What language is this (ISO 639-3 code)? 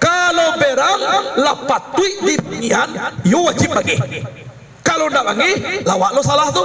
min